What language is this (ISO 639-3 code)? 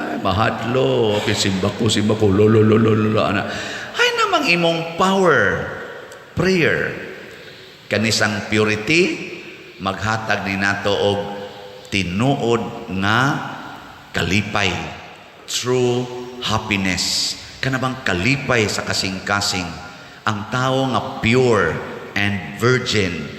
ceb